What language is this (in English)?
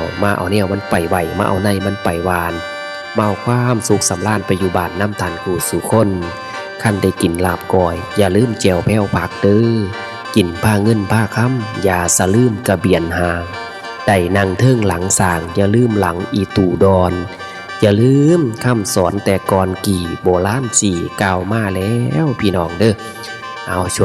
Northeastern Thai